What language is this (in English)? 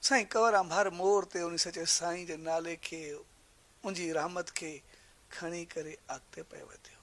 Sindhi